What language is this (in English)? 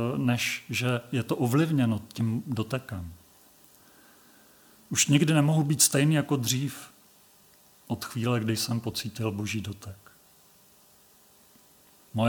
Czech